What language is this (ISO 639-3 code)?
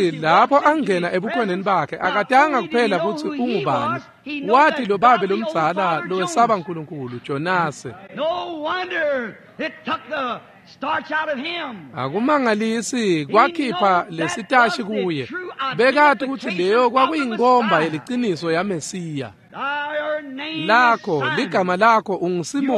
ssw